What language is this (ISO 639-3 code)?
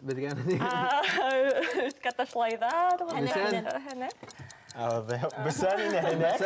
bak